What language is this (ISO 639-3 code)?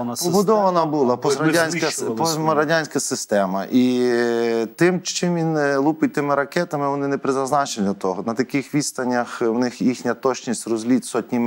ukr